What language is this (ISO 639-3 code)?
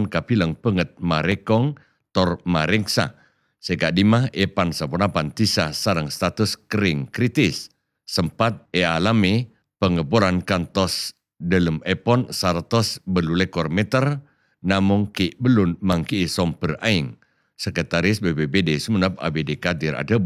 mad